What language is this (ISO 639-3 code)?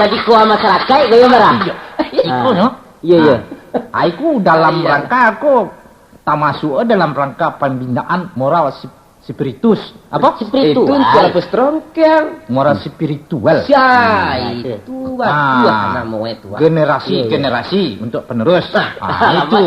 min